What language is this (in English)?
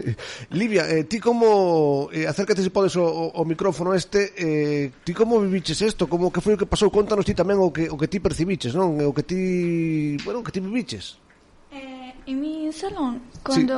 Galician